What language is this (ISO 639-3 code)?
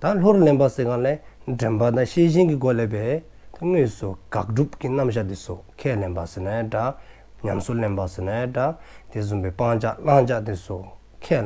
dzo